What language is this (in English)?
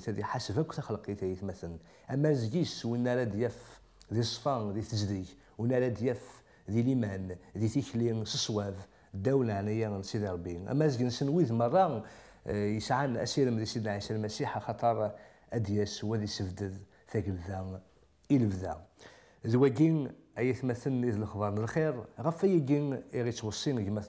Kabyle